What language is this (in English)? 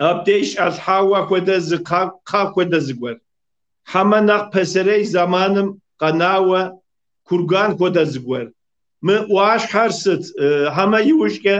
Kabardian